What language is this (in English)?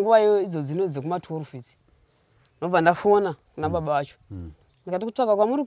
Shona